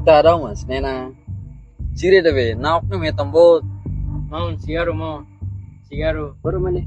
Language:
Tetum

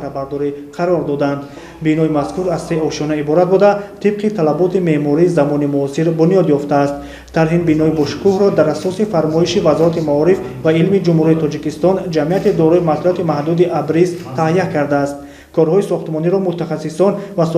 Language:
Tajik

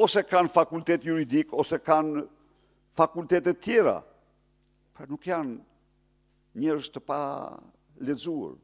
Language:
Albanian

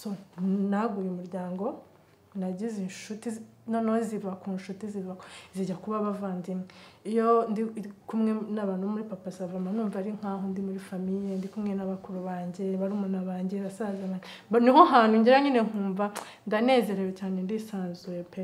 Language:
Kinyarwanda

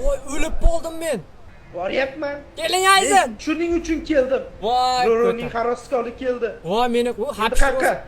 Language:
Uzbek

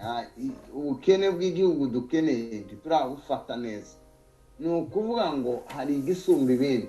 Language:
Kinyarwanda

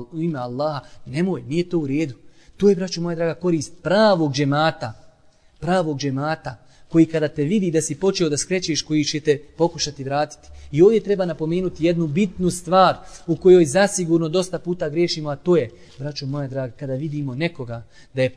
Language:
Bosnian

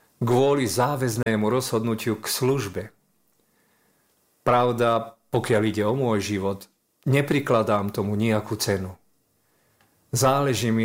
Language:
Slovak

